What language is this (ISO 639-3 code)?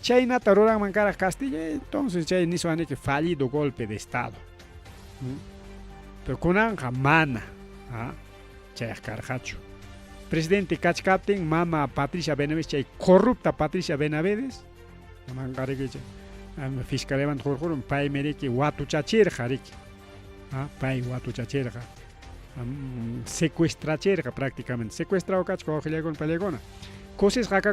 quy